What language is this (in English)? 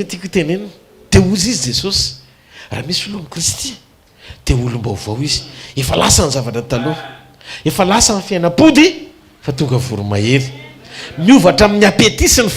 Malagasy